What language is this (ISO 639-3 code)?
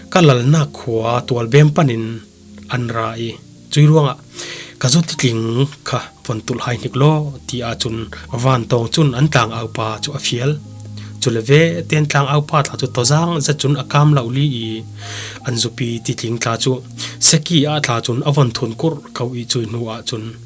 cfm